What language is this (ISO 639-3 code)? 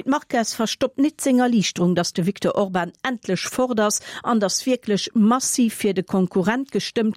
ltz